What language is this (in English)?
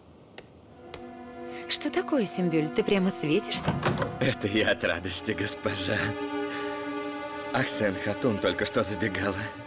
Russian